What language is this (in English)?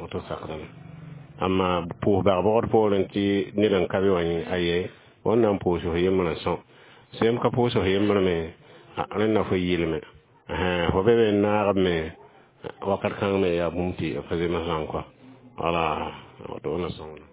Mossi